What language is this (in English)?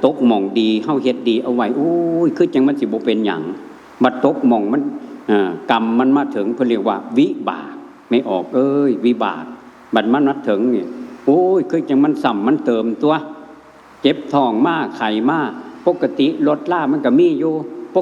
Northeastern Thai